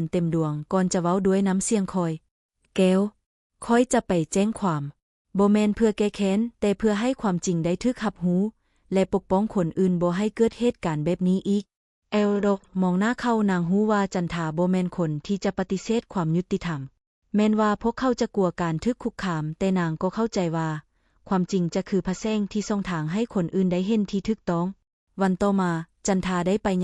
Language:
Lao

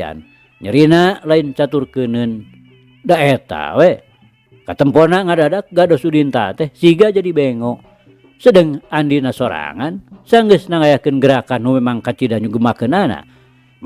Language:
Sundanese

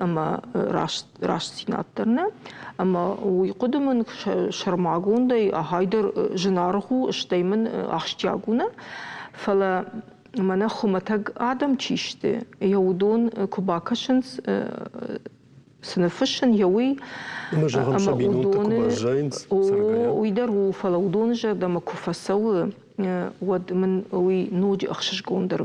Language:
Ossetic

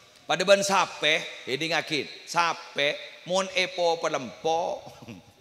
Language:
Madurese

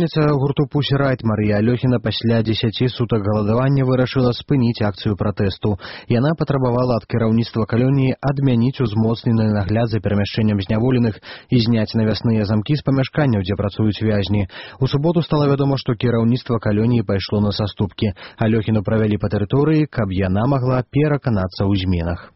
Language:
Belarusian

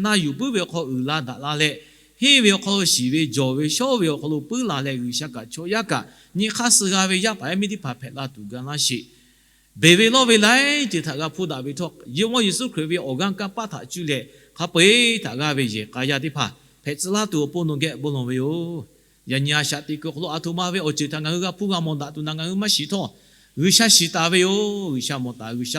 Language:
Lahu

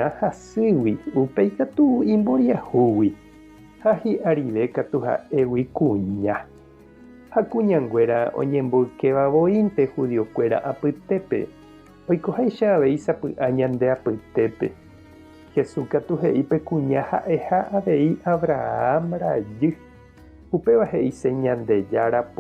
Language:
Guarani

